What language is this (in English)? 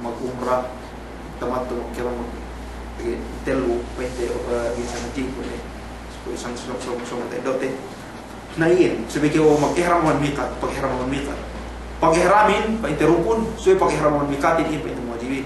Yakan